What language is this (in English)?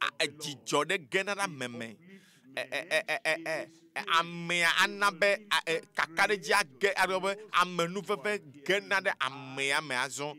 Ewe